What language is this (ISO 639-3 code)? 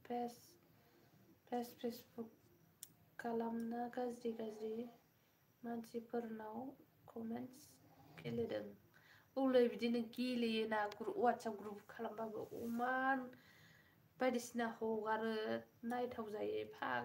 brx